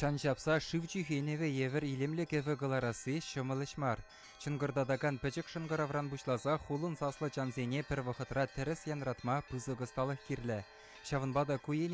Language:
Chuvash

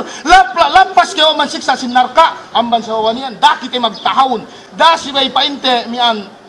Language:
Yakan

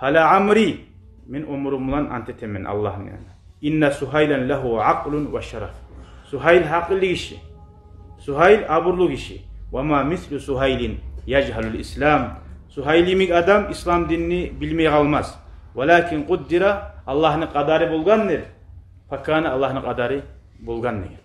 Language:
Kumyk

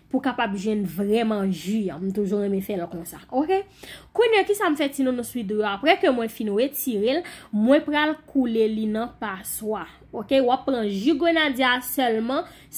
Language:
Haitian Creole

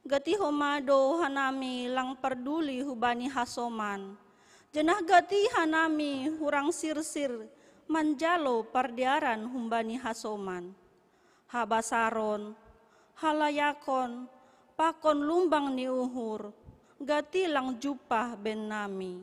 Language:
Batak Simalungun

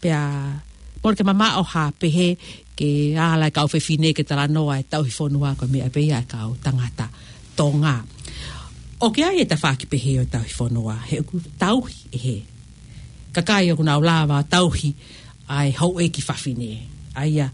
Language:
Tongan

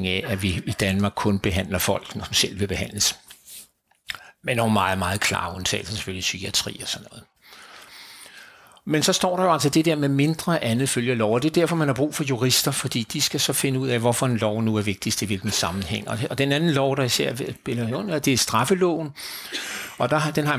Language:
Danish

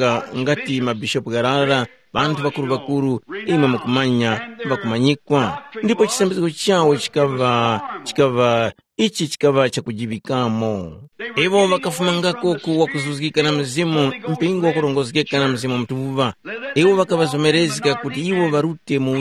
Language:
Tumbuka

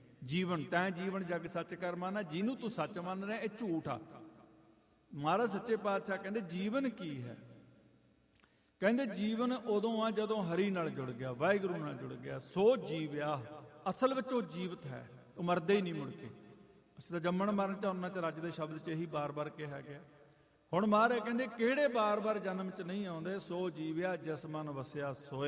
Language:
Punjabi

